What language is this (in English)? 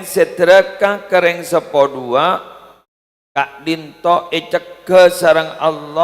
Madurese